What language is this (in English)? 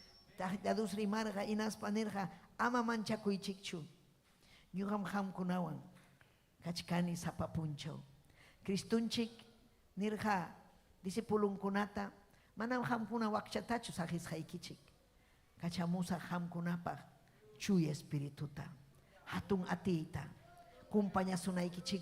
Ayacucho Quechua